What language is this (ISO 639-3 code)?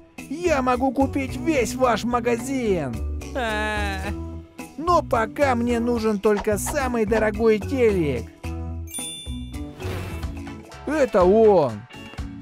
rus